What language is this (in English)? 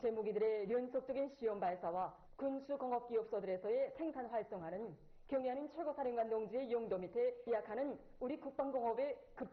Korean